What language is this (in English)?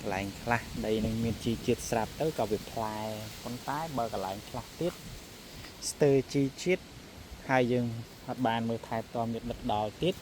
Khmer